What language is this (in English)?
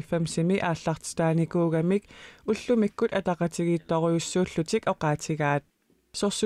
Kalaallisut